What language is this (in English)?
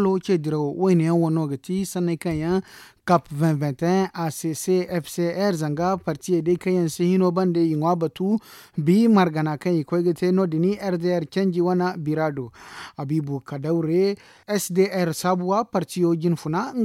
Zarma